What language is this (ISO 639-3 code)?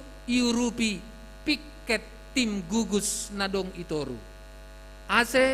bts